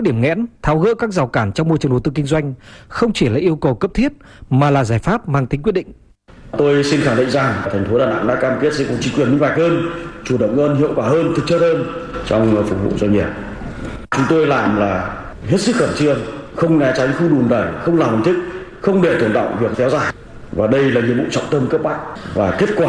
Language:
Vietnamese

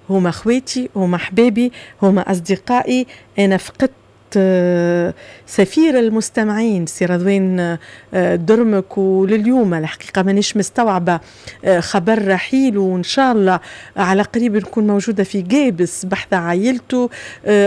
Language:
Tunisian Arabic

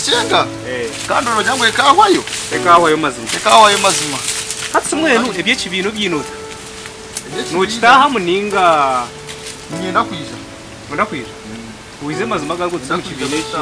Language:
Nyankole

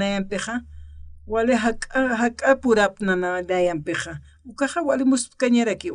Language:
Aymara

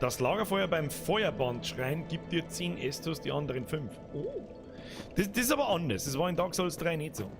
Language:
Bavarian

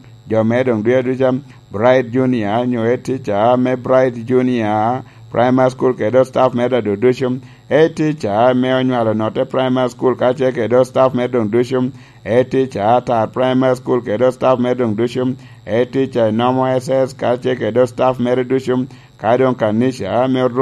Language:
Lango (Uganda)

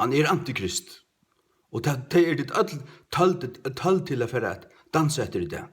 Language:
Faroese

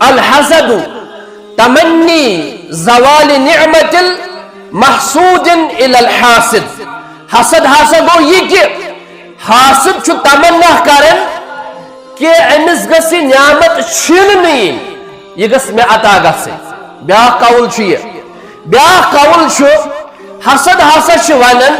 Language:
Kashmiri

